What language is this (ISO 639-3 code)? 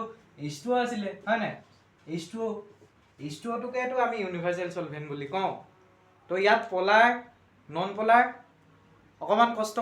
asm